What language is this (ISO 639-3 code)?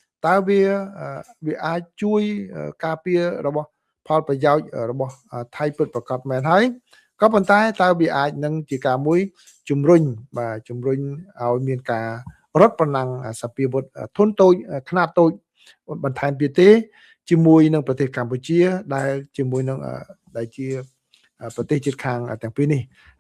khm